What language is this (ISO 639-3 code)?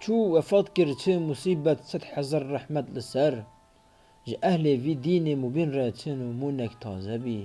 kur